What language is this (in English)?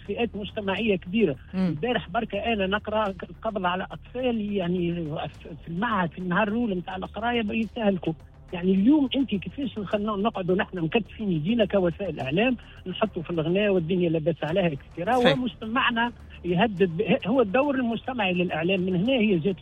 Tunisian Arabic